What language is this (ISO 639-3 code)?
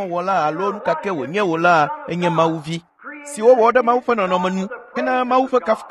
ewe